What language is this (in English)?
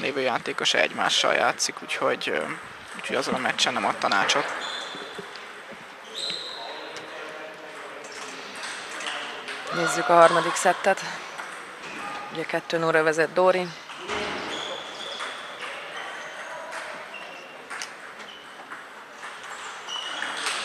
Hungarian